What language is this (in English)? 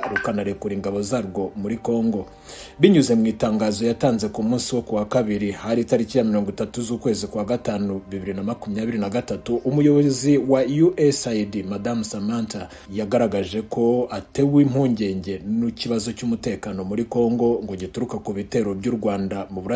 Kinyarwanda